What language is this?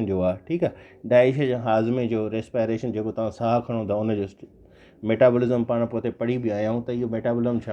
Sindhi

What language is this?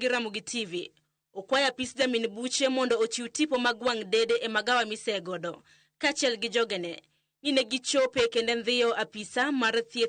Luo (Kenya and Tanzania)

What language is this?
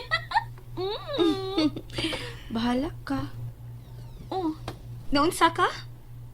Cebuano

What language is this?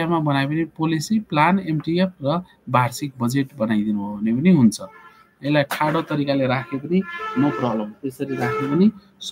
Nepali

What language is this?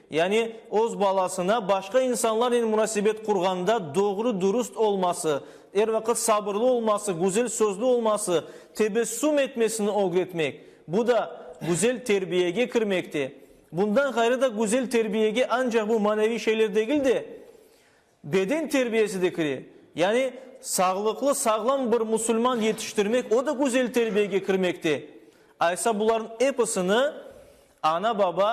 Crimean Tatar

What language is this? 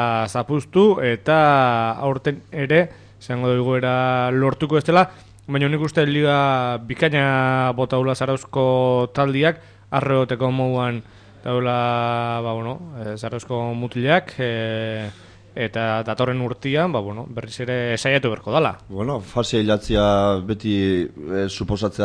Basque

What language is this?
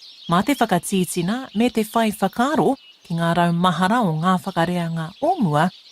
Māori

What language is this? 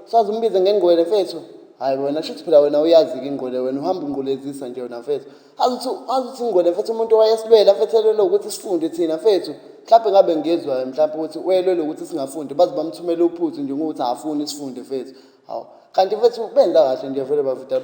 Zulu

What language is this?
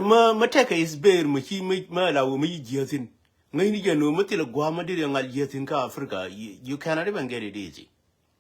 Nuer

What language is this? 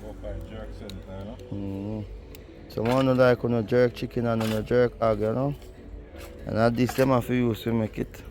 Jamaican Creole English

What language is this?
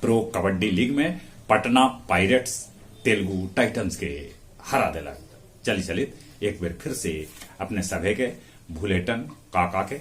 Magahi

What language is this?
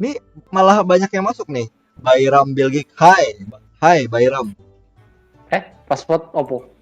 Banjar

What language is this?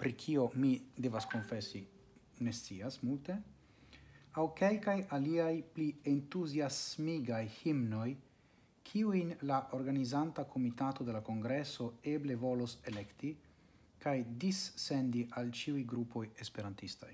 Esperanto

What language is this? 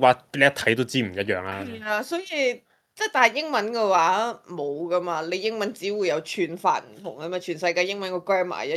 Cantonese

